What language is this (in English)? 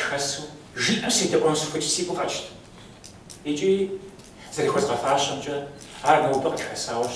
Kabardian